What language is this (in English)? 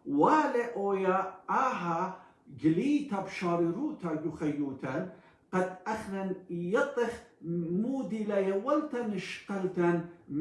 Assyrian Neo-Aramaic